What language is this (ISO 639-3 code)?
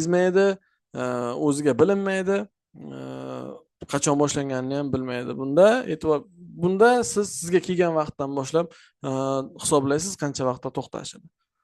uzb